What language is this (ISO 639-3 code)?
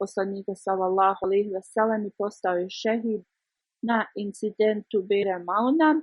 bos